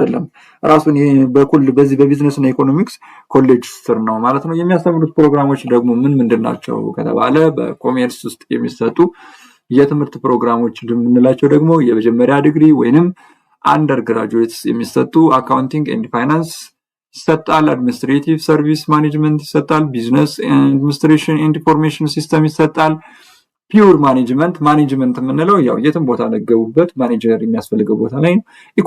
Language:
Amharic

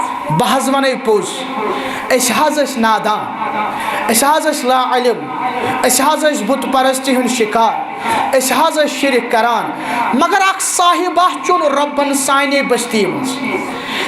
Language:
Kashmiri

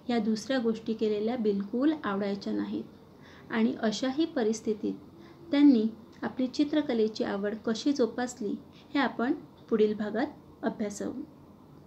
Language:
Marathi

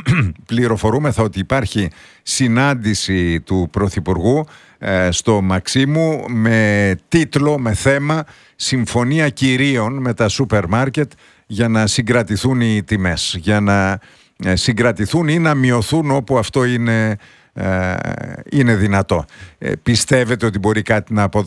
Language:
Greek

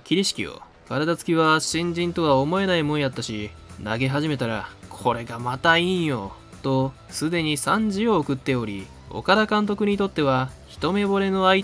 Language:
Japanese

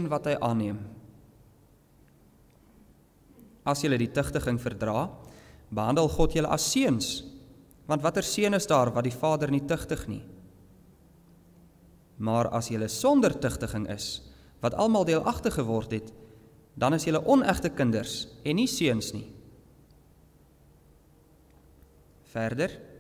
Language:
Afrikaans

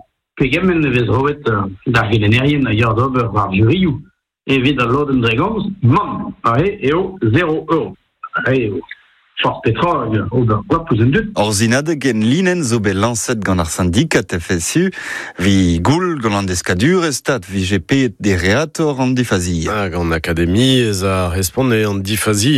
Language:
Breton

